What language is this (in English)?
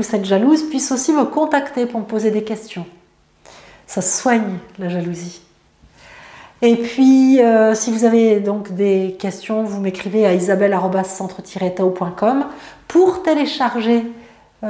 French